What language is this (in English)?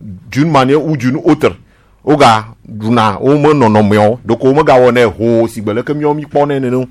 Gen